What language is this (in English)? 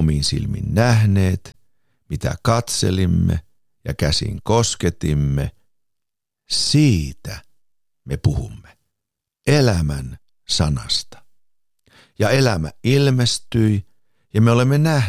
Finnish